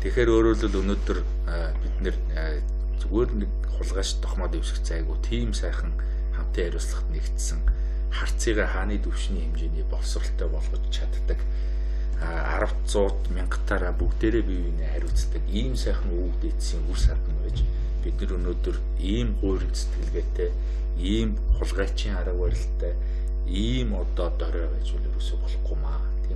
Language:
Mongolian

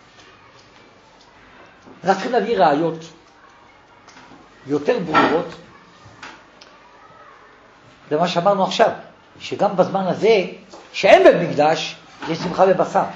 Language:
Hebrew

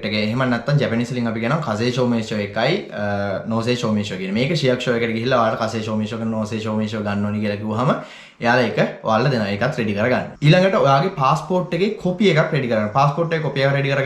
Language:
Sinhala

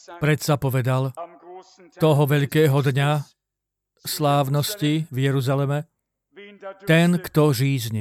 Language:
Slovak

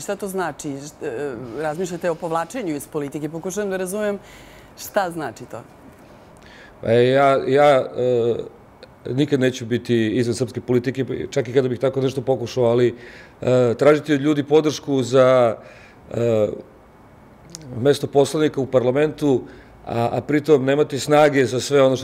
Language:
Serbian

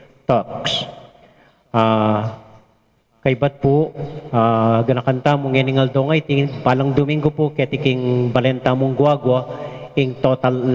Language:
Pampanga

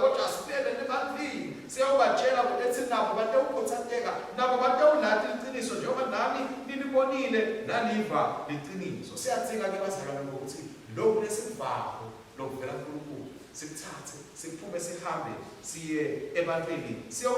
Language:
Swati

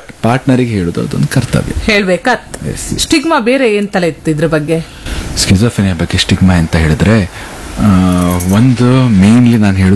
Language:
Kannada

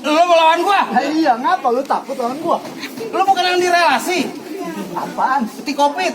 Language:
Betawi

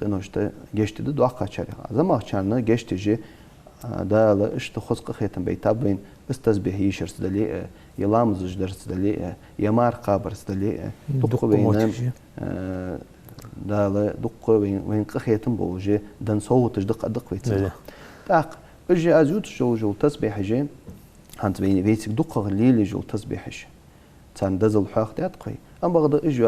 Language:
Ingush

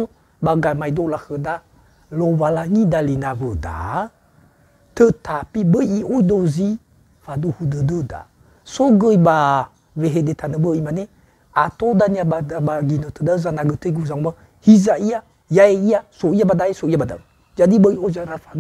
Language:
Nias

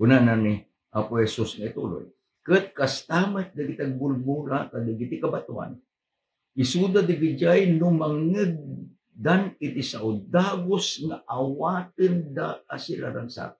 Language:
Iloko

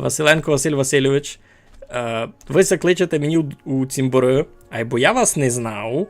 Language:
Rusyn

